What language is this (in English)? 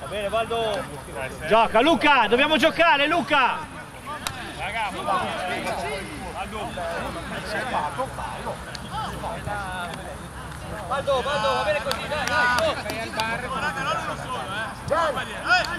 Italian